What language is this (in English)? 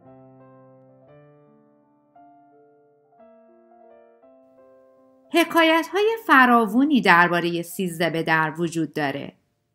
Persian